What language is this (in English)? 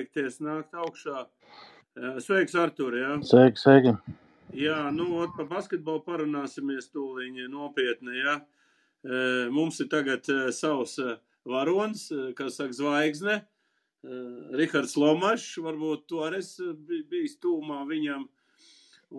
Latvian